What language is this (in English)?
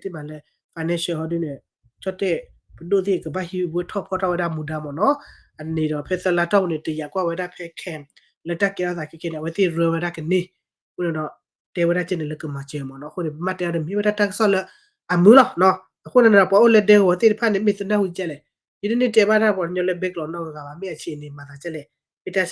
S'gaw Karen